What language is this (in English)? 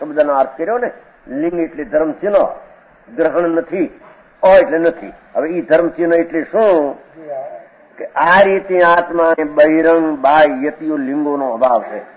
Gujarati